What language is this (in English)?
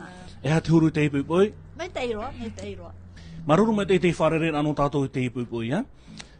Tahitian